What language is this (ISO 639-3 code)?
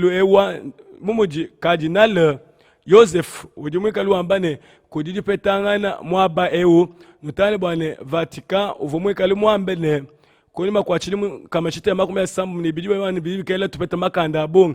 lua